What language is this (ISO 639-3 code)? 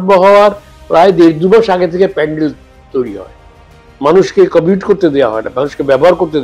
ben